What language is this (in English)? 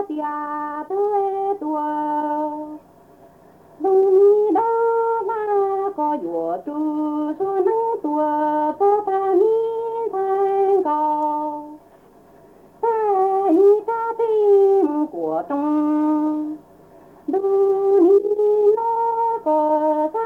Vietnamese